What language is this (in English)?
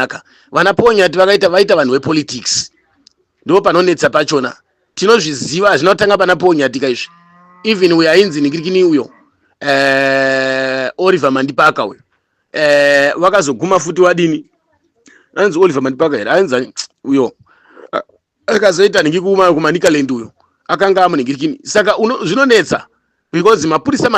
Shona